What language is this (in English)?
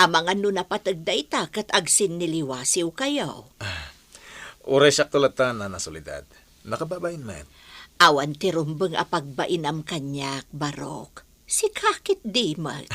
Iloko